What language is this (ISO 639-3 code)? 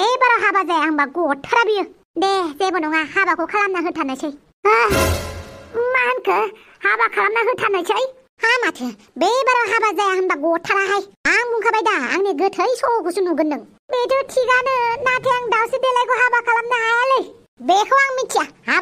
brx